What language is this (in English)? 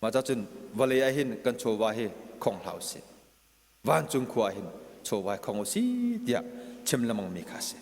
Hakha Chin